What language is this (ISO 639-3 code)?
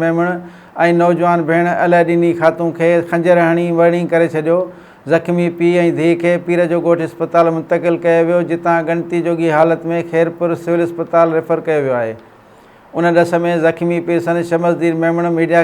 snd